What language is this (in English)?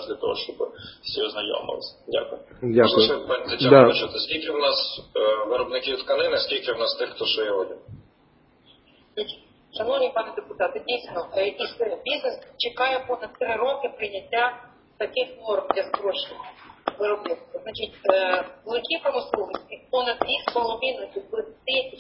Ukrainian